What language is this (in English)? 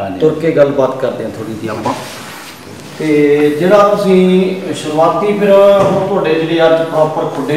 Punjabi